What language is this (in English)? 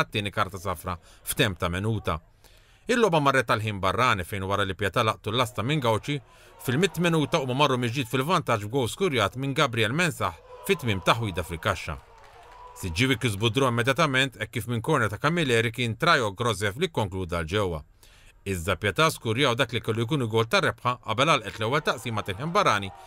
Maltese